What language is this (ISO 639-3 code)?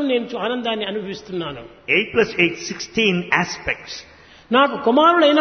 tel